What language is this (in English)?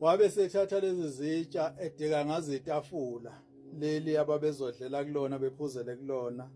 Zulu